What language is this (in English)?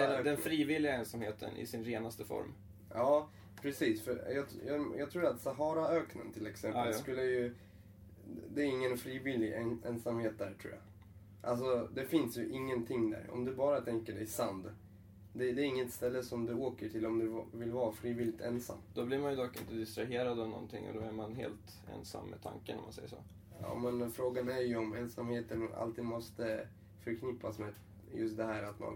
Swedish